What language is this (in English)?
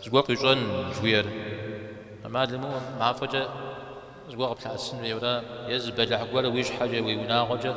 Kabardian